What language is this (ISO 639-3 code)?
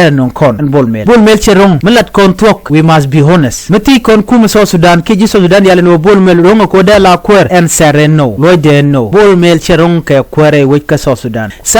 nus